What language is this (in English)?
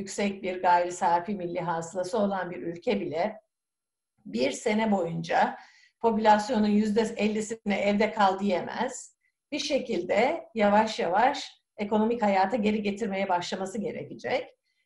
Turkish